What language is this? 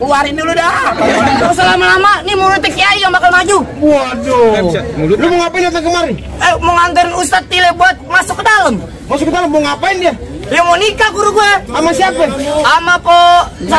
Betawi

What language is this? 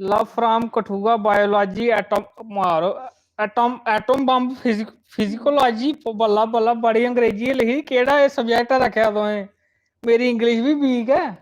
Dogri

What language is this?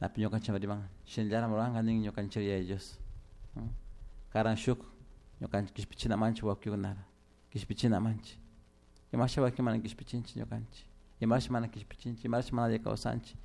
Chimborazo Highland Quichua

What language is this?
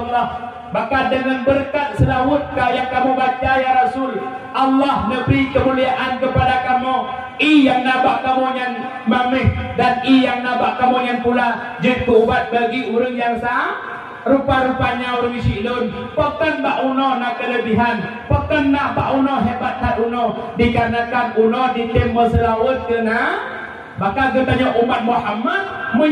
Achinese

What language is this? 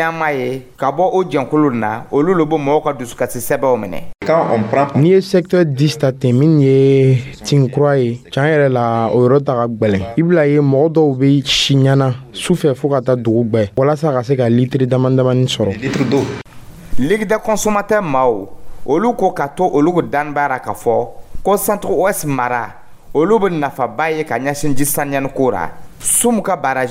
Dyula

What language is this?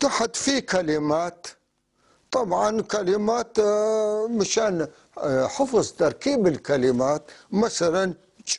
North Levantine Arabic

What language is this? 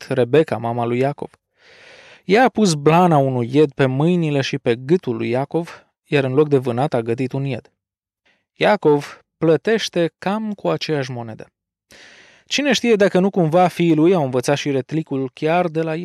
Romanian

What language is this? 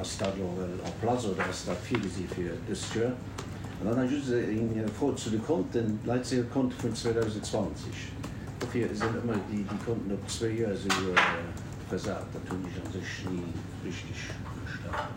Luxembourgish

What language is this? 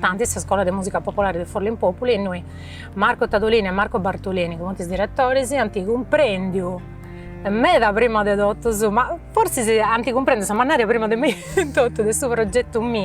Sardinian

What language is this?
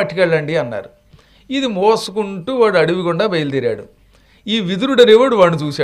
Telugu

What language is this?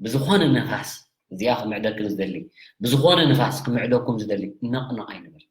Tigrinya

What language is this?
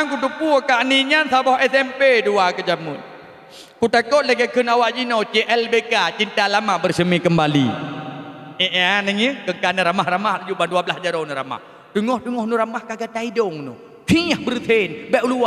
Achinese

